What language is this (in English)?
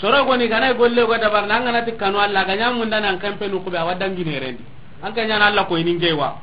Soninke